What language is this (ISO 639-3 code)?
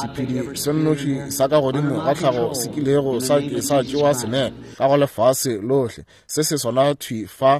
nso